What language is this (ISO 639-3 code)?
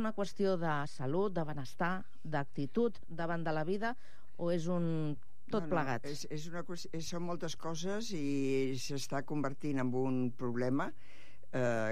cat